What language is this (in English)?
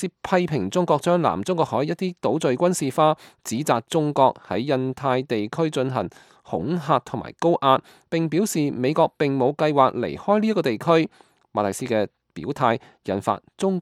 Cantonese